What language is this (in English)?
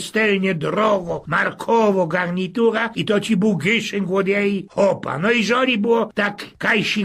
Silesian